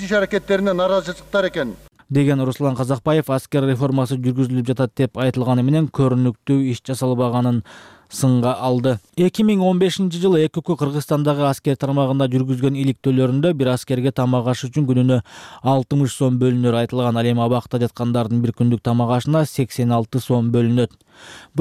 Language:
Kyrgyz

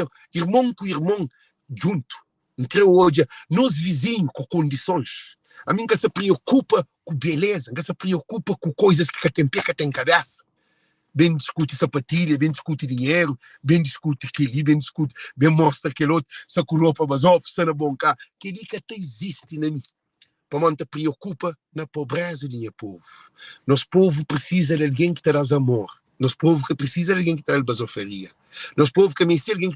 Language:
Kabuverdianu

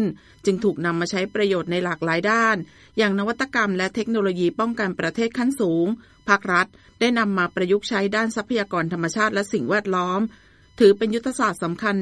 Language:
Thai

